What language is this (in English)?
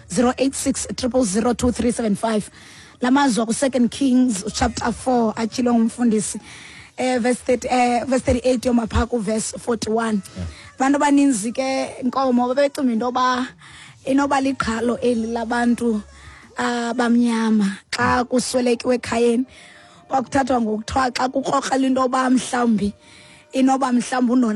Xhosa